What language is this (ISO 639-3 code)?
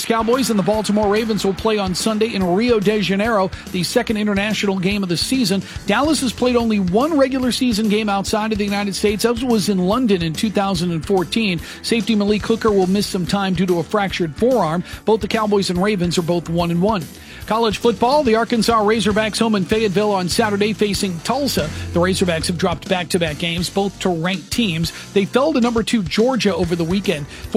eng